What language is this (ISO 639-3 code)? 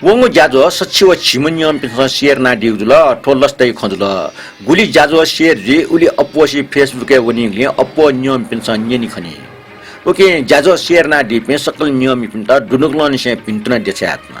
new